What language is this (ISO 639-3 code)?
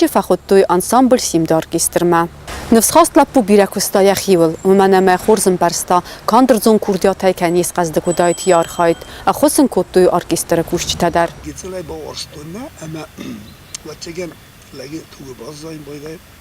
oss